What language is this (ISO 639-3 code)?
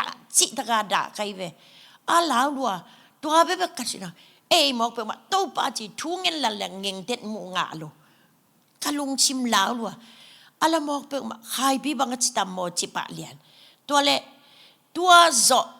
ctd